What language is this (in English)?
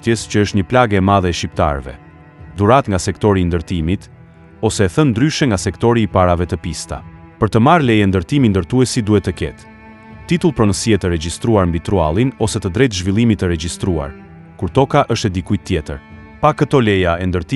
Albanian